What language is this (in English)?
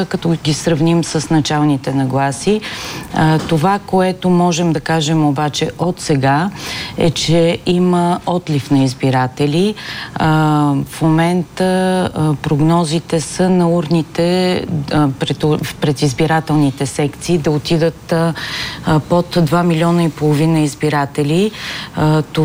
Bulgarian